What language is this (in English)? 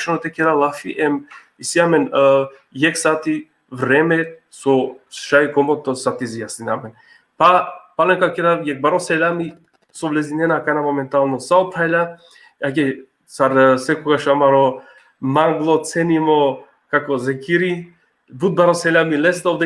Balkan Romani